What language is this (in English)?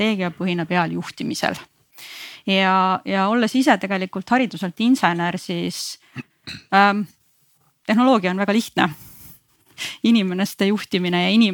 Estonian